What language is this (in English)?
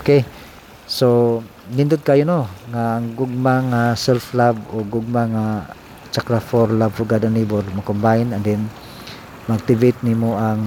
Cebuano